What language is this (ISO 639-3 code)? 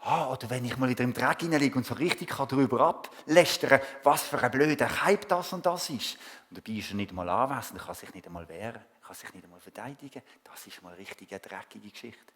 gsw